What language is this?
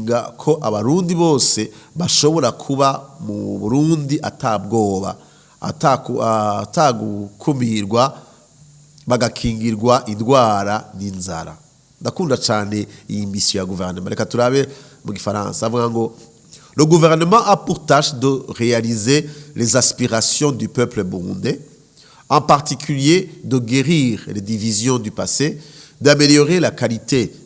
Rundi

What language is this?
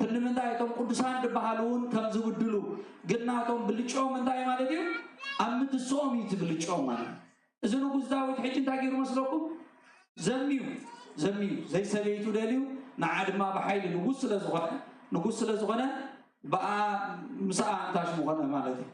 Tigrinya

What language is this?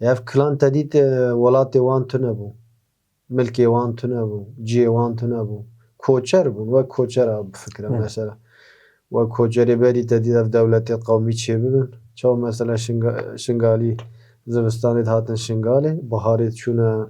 Kurdish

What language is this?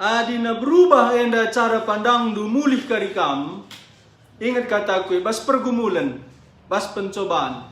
Batak Karo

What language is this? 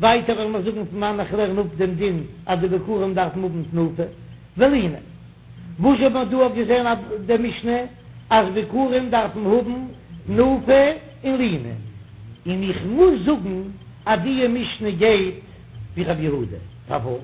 Yiddish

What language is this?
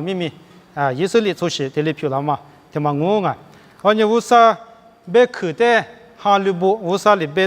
Lisu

